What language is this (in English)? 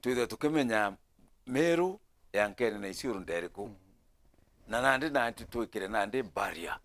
Meru